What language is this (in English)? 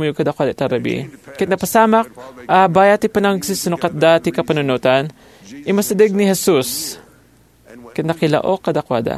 Iloko